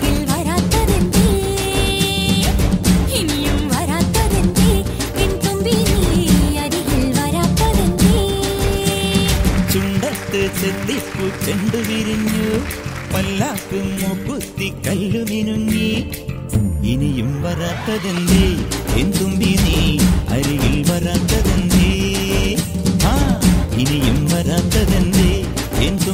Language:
Malayalam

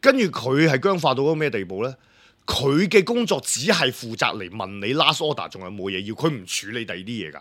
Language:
Cantonese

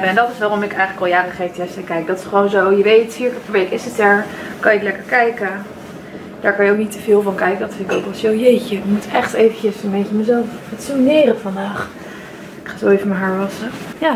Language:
Dutch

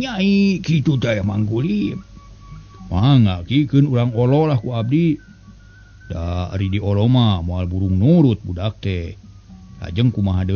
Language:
Sundanese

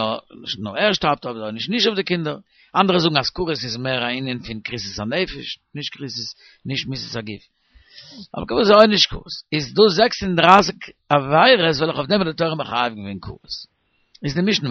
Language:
Yiddish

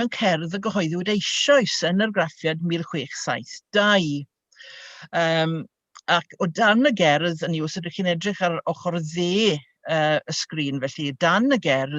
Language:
Welsh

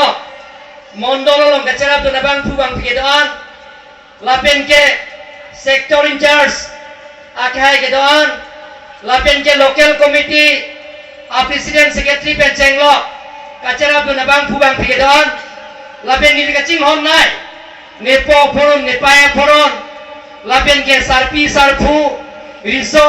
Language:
Karbi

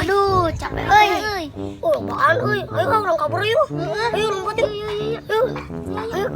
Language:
Sundanese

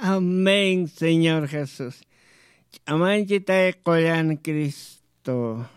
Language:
Aymara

